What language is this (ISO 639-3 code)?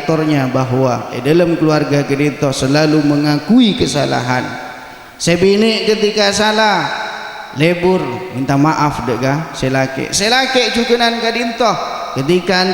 mad